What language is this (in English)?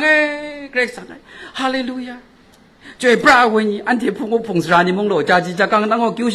Kachin